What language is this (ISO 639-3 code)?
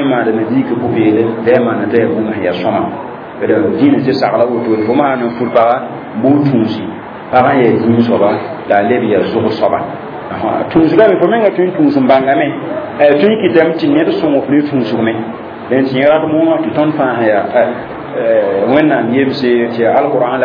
mos